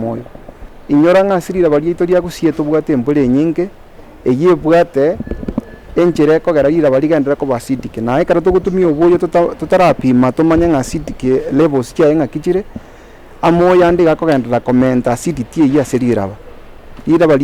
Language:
Gusii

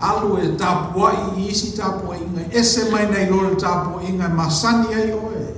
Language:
Samoan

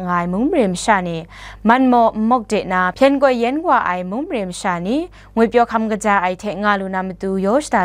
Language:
Kachin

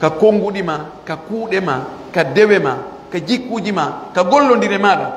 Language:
Pular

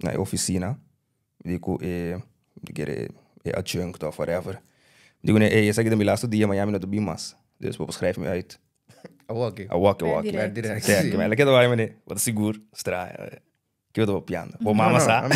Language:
Papiamento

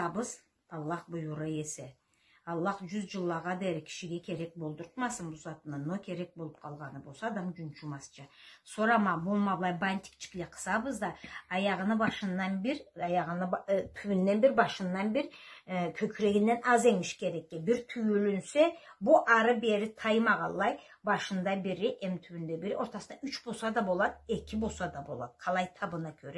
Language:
Karachay-Balkar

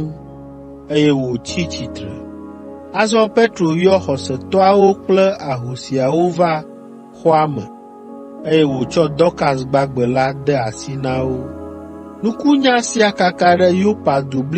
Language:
Ewe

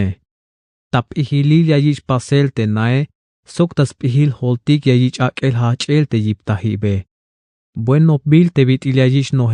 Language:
Tzeltal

